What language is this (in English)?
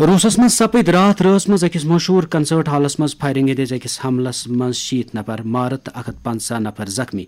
Kashmiri